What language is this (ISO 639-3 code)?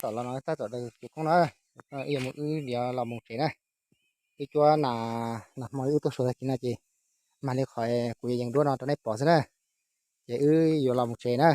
hmn